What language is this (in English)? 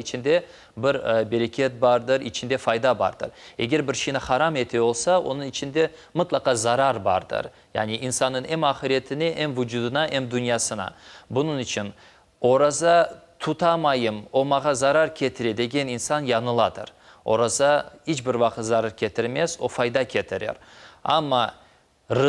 Crimean Tatar